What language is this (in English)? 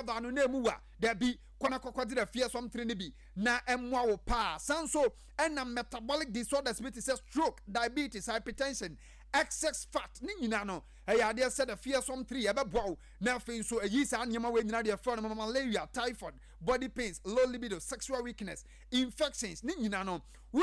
Akan